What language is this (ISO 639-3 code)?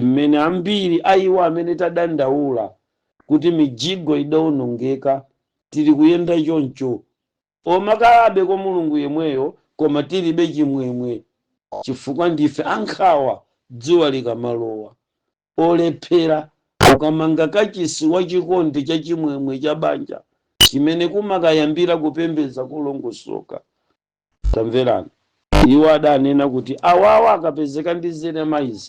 nya